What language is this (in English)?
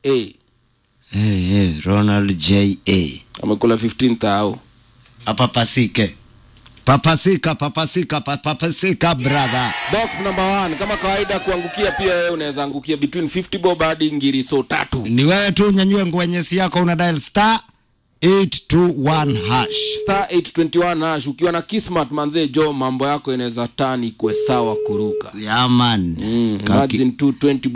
Swahili